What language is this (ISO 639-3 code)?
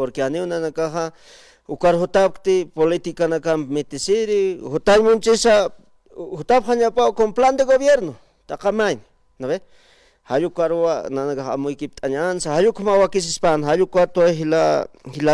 aym